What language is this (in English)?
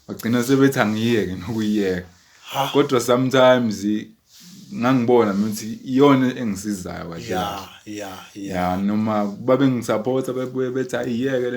Zulu